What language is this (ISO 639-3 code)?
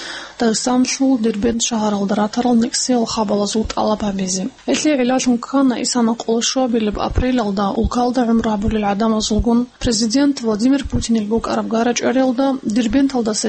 ava